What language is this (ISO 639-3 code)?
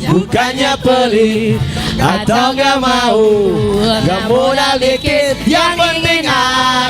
xmm